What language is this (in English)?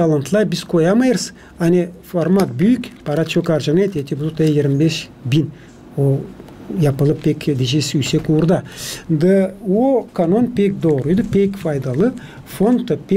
Gagauz